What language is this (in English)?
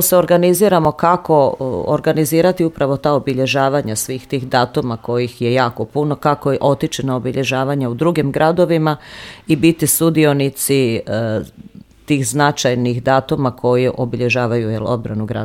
Croatian